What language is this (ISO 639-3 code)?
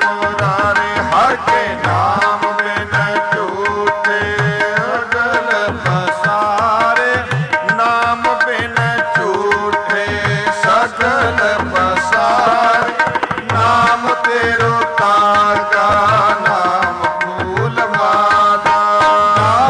pan